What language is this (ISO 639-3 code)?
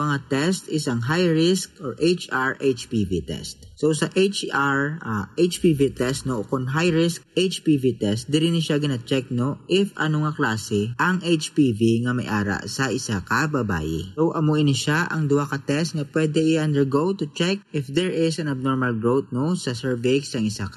hil